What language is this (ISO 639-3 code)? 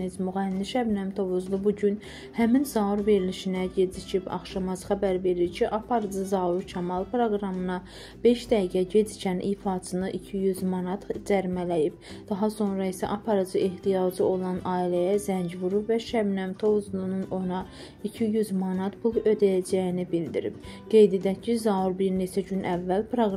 aze